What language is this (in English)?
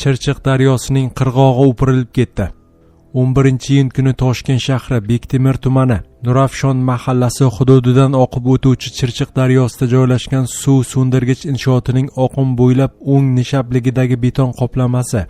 Uzbek